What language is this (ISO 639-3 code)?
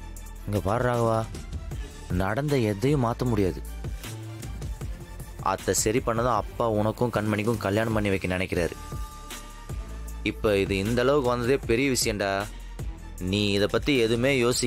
tam